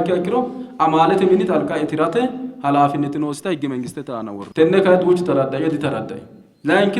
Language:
Sidamo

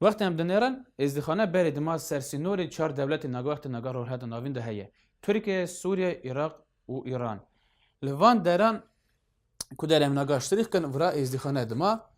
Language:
Kurdish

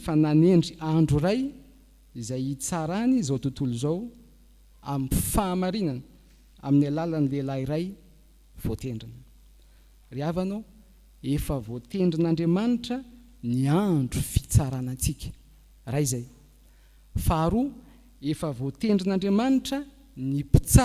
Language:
Malagasy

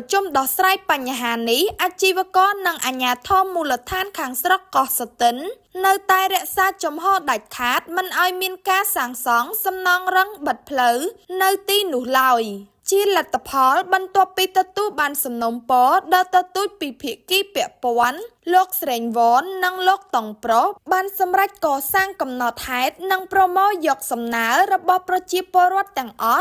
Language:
Khmer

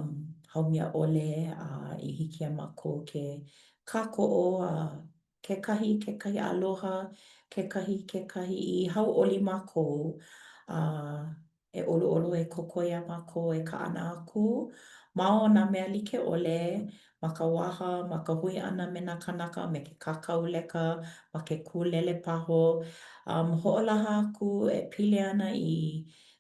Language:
Hawaiian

